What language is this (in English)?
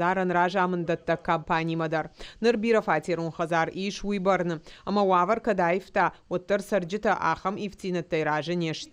Ossetic